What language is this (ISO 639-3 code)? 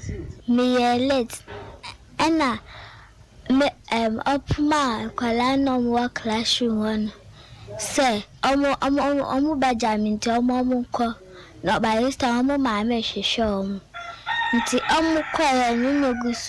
aka